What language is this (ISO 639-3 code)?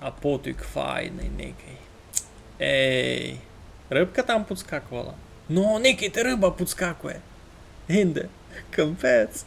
rue